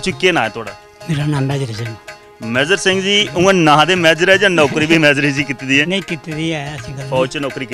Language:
Dogri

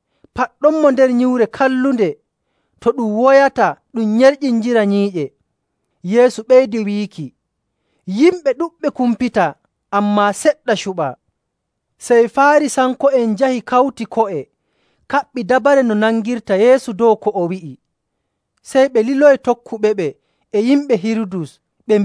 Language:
Nigerian Fulfulde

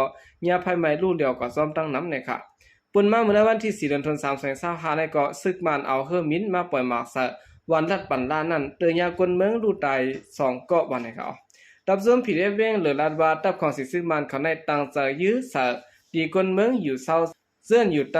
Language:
Shan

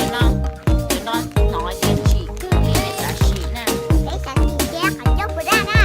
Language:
Hmong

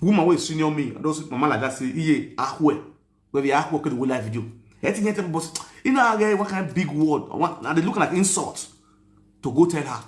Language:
Nigerian Pidgin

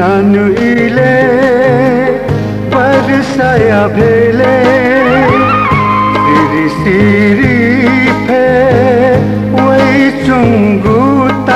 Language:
Newari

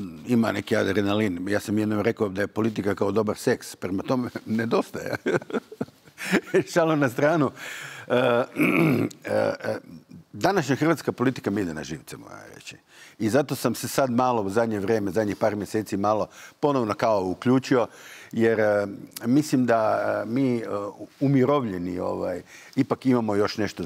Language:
Croatian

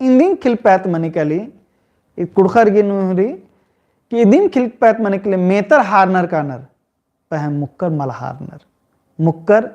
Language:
Kurukh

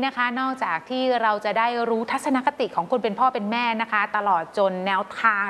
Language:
Thai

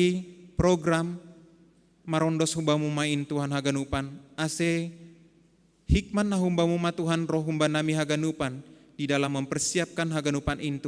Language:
Batak Simalungun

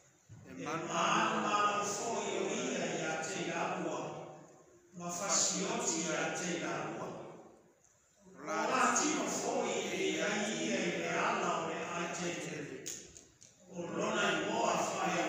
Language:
Samoan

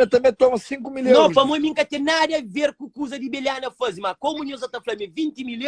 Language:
Kabuverdianu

